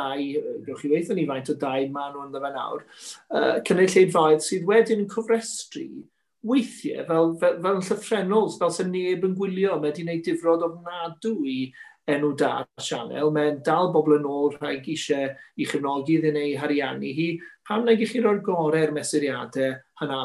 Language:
Welsh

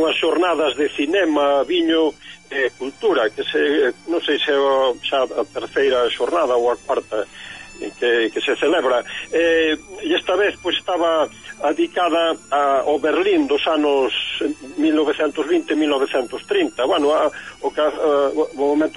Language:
Galician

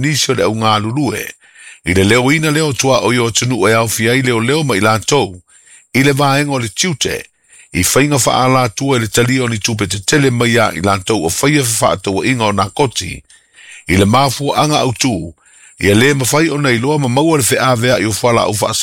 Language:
Samoan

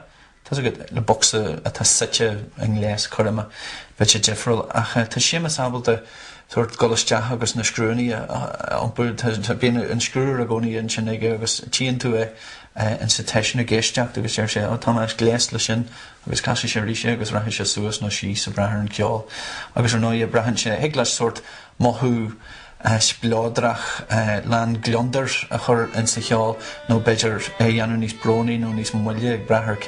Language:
Irish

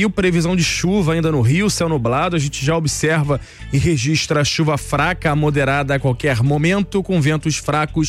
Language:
Portuguese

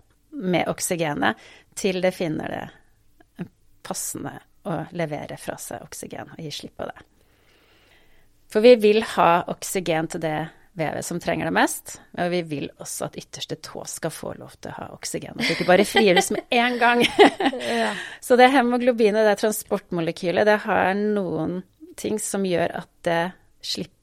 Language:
Norwegian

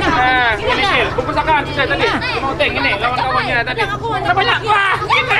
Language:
Banjar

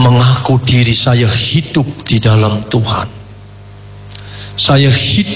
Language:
Indonesian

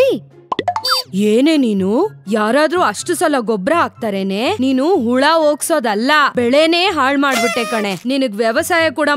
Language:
Kannada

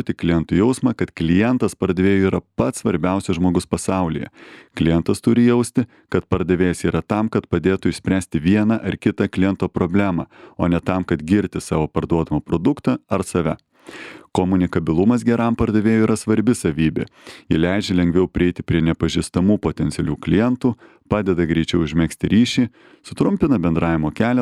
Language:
Lithuanian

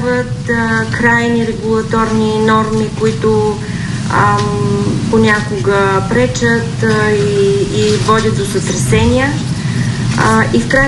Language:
Bulgarian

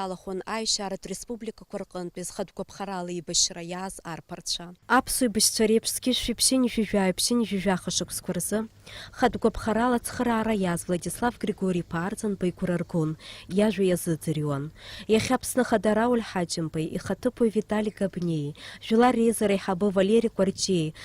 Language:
Abkhazian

